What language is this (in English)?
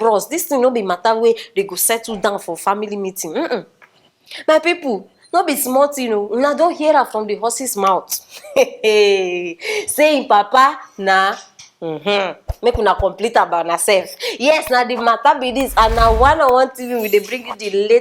Nigerian Pidgin